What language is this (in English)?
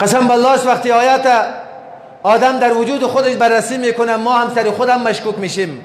Persian